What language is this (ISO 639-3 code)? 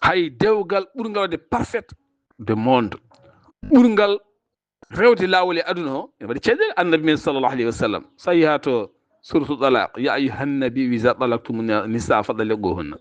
ful